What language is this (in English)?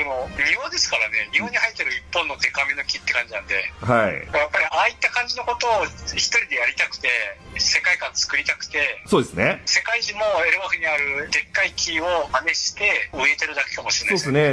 Japanese